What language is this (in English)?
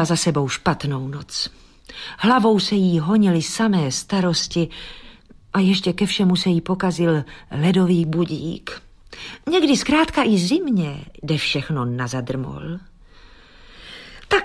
Czech